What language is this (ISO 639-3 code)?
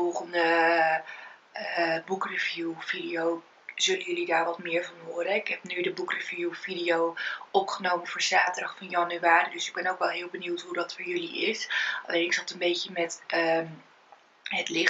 nld